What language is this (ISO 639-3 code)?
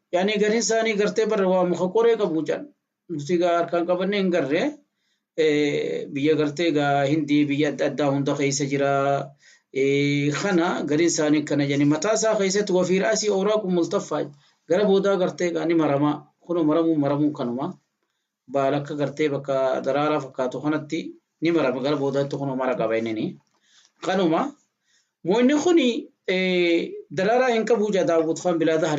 orm